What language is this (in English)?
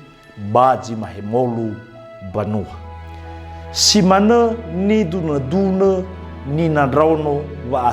Nias